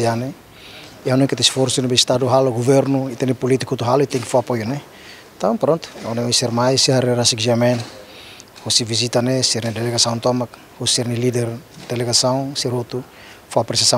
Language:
Tetum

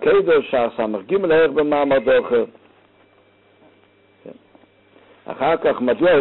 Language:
Hebrew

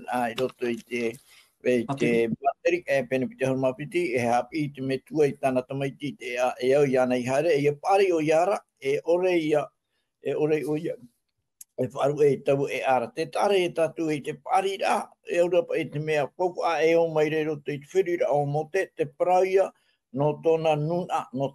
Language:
Tahitian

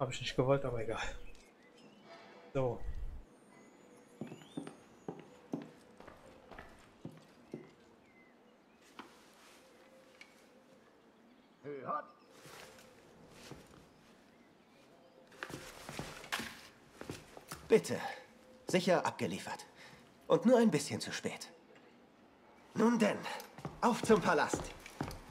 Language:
German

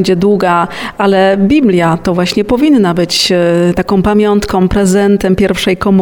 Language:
Polish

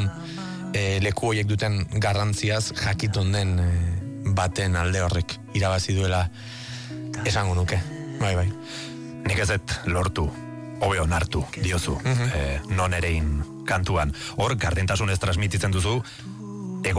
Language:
Basque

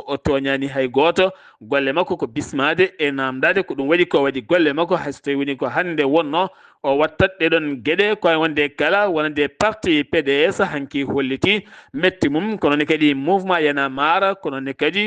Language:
Fula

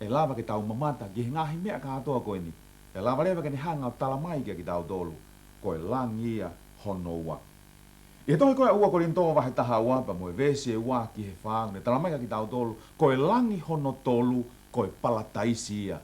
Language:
Tongan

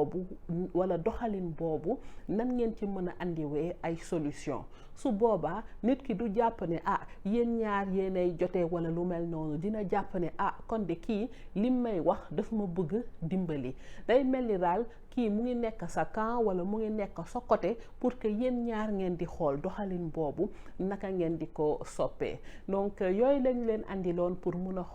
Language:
Wolof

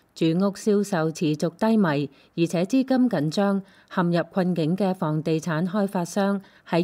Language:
Cantonese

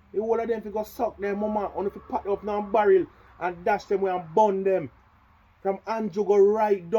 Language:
Jamaican Creole English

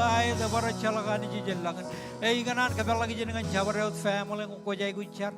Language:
Marshallese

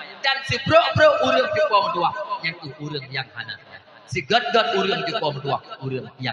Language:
Achinese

